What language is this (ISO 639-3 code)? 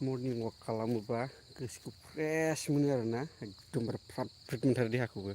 brx